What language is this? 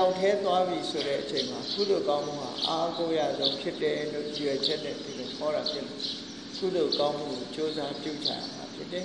Burmese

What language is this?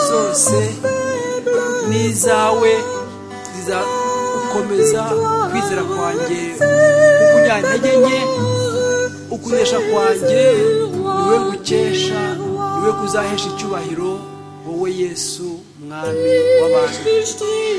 Kinyarwanda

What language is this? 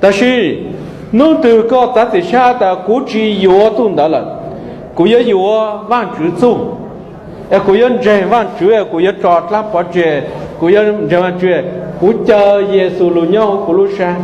Hmong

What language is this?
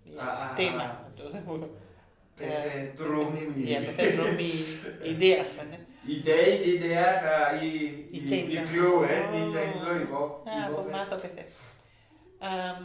Welsh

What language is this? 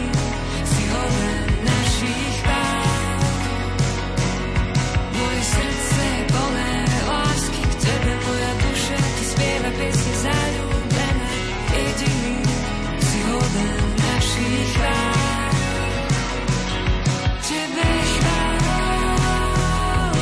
Slovak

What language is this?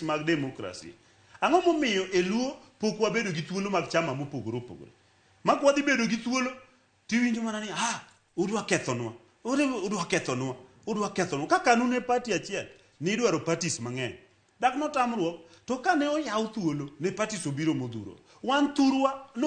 Luo (Kenya and Tanzania)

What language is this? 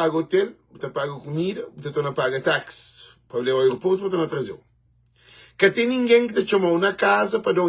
Kabuverdianu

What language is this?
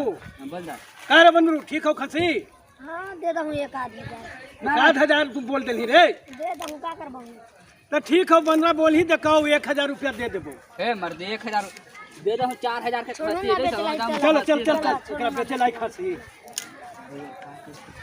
Magahi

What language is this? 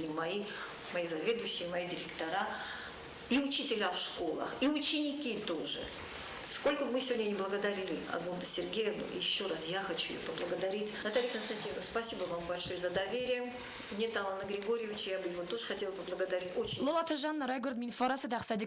Ossetic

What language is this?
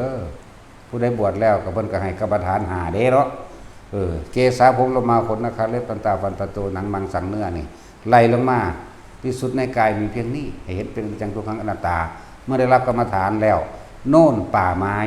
Northeastern Thai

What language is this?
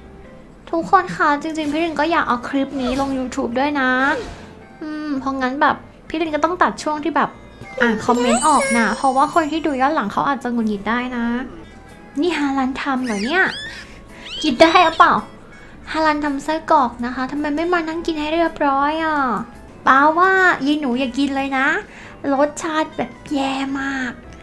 Thai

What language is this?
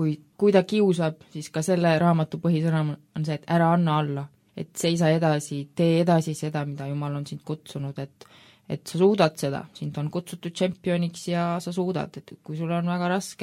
Estonian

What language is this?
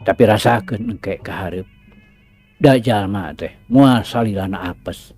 Sundanese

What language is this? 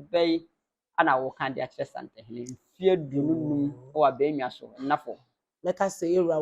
Akan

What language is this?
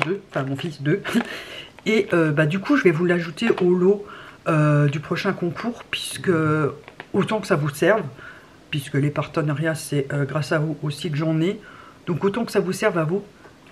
French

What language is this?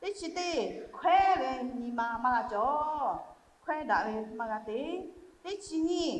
Lahu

